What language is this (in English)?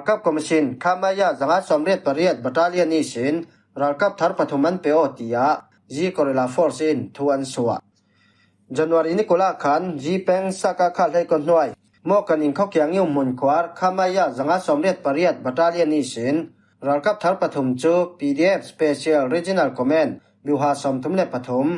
Falam Chin